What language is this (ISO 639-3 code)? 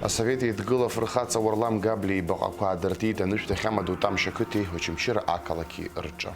abk